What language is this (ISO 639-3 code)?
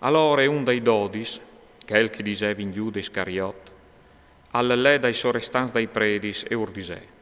fur